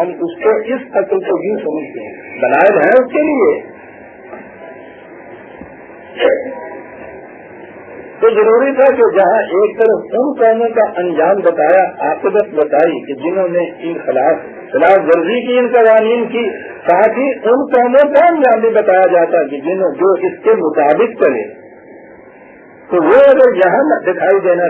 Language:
Urdu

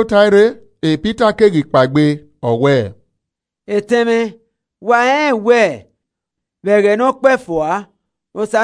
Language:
Esan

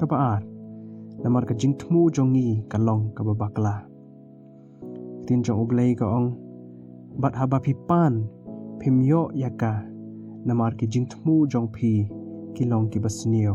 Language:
Khasi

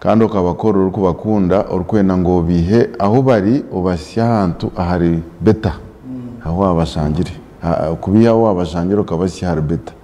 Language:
Nyankole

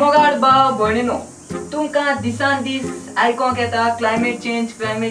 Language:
Konkani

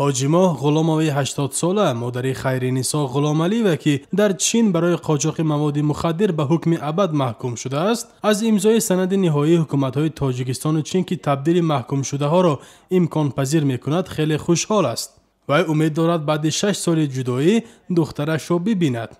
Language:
Tajik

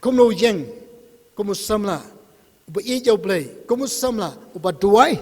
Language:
Khasi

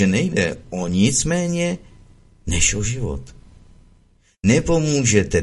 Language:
Czech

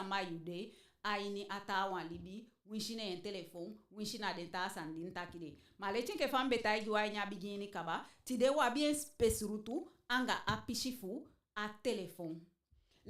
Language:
Eastern Maroon Creole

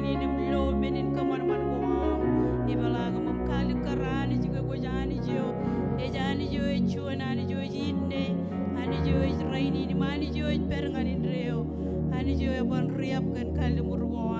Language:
Marshallese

